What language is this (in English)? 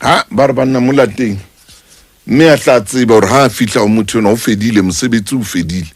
Southern Sotho